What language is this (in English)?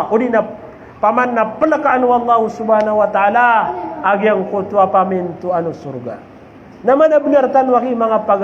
Maranao